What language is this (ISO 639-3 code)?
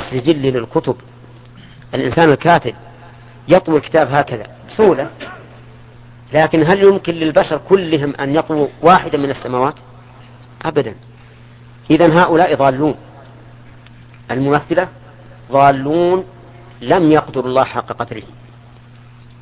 ara